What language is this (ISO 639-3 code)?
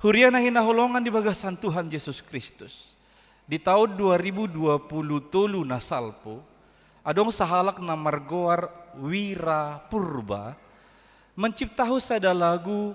bbc